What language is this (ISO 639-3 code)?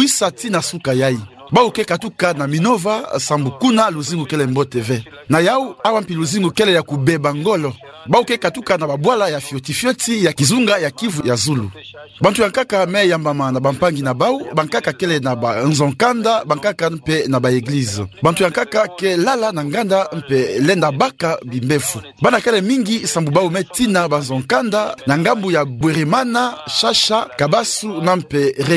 ktu